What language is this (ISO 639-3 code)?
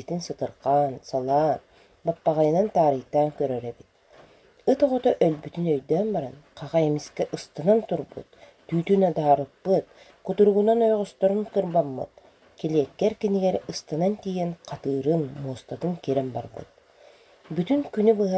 sah